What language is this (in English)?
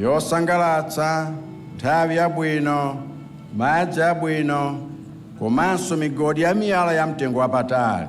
Nyanja